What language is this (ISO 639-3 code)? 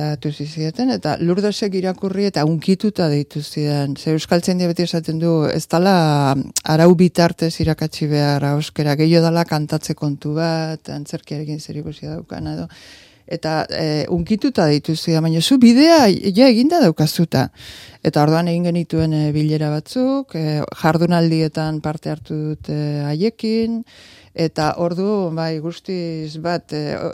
eus